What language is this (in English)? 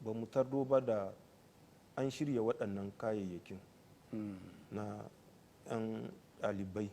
Hausa